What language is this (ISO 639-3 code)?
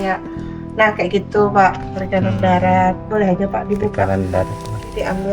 bjn